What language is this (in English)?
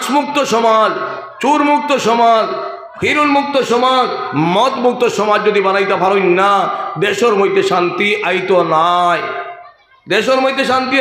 Sylheti